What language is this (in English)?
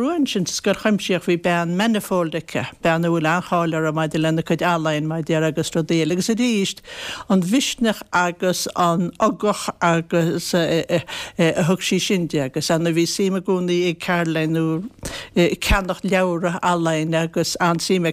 Irish